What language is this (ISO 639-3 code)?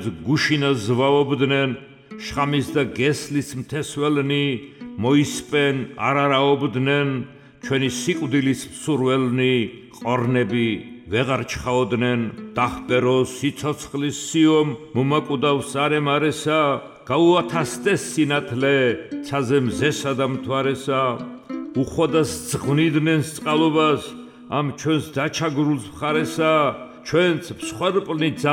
kat